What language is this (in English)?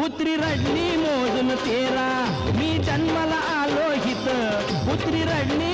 Marathi